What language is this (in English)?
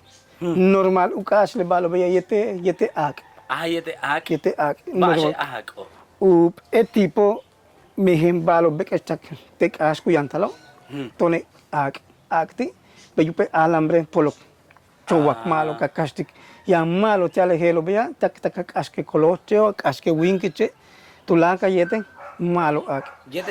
Yucateco